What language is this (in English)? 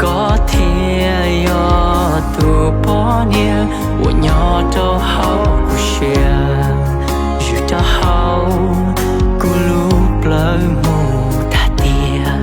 Hmong